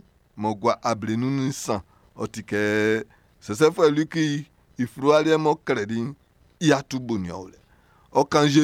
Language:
Baoulé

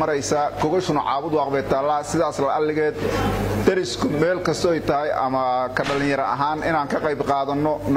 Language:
Somali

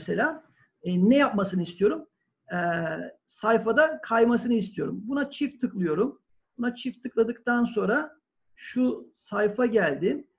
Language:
Turkish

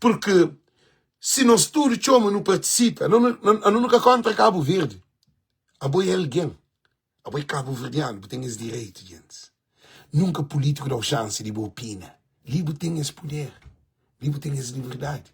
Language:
Kabuverdianu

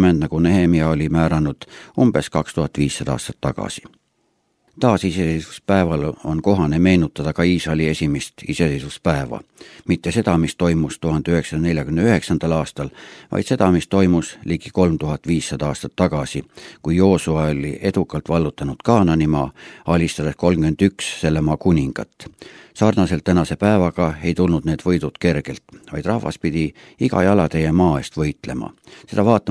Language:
Estonian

